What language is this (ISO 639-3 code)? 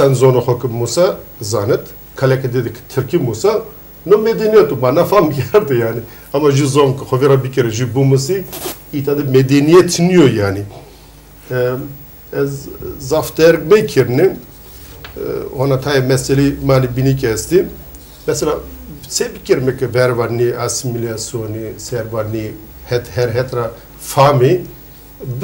zza